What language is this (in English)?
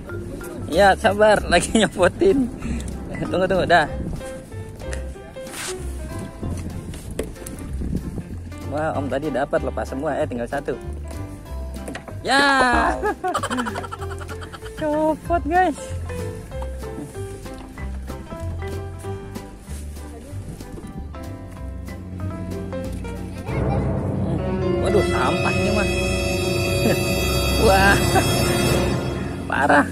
Indonesian